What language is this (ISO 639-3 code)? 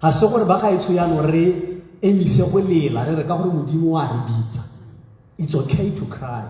tsn